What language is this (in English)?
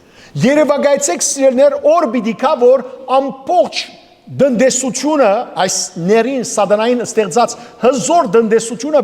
Western Armenian